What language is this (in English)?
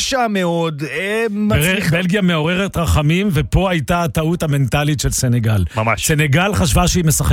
Hebrew